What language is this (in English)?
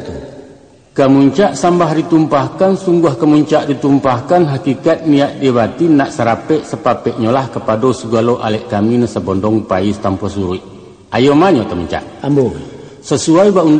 Minangkabau